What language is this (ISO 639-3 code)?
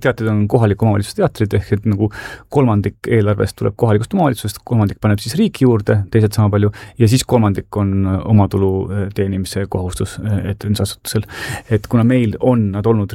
est